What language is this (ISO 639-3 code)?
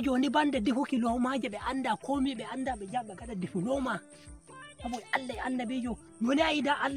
fuv